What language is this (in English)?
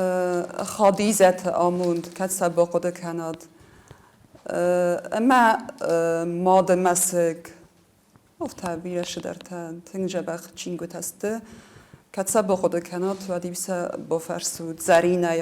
Ossetic